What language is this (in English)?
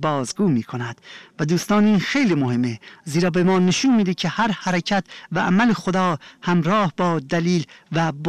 Persian